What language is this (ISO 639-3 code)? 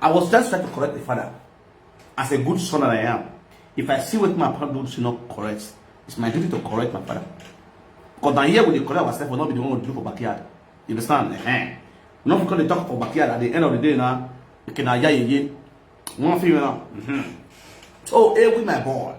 pcm